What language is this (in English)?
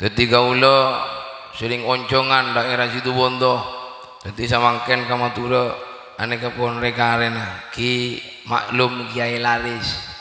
Madurese